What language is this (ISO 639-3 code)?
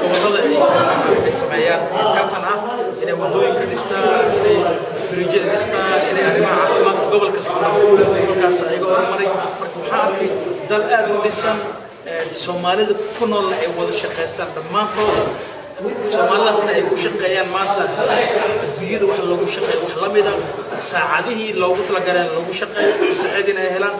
som